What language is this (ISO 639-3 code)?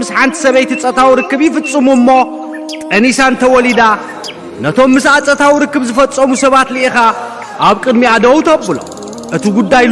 tir